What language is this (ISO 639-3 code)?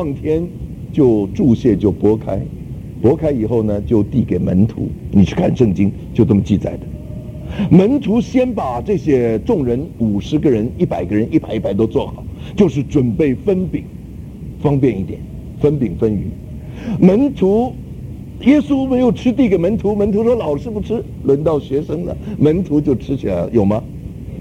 zho